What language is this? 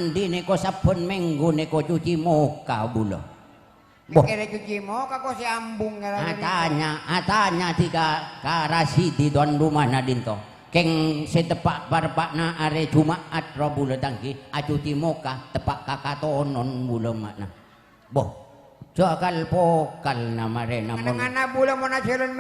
Madurese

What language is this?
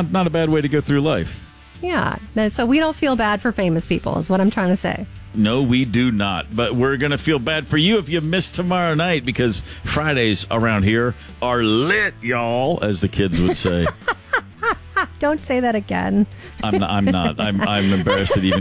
English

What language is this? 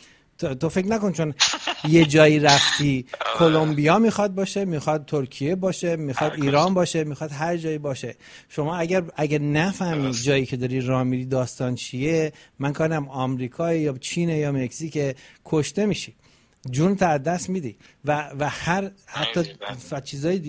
Persian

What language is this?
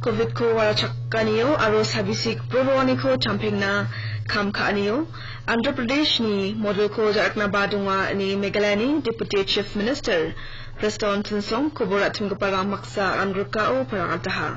Garo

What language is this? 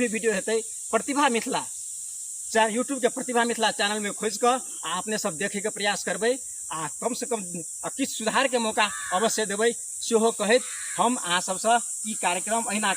Maithili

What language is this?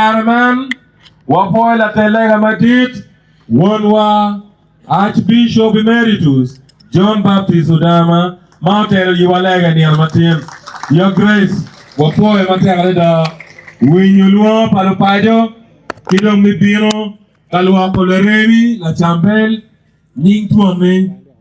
Acoli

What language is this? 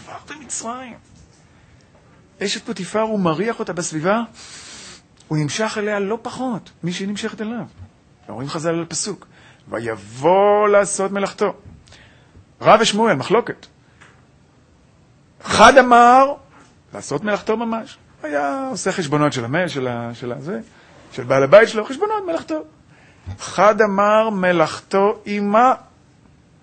Hebrew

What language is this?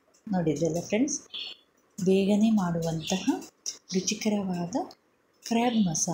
Kannada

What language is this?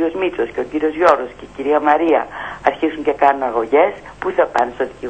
Greek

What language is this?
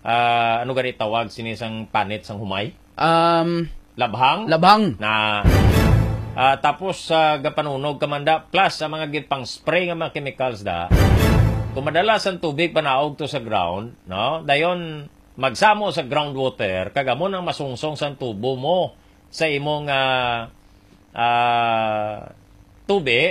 Hiligaynon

